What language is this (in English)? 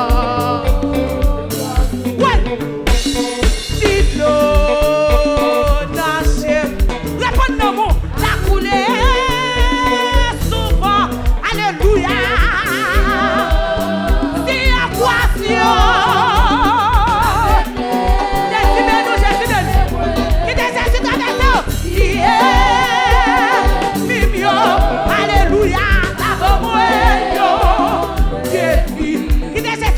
French